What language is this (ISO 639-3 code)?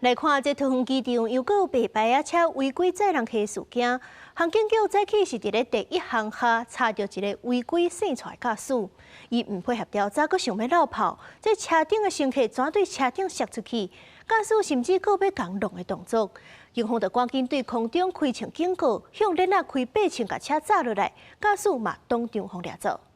nan